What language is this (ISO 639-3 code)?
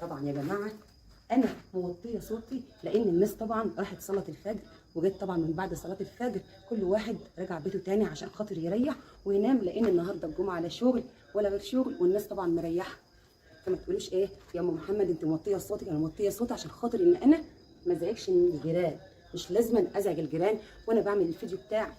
arz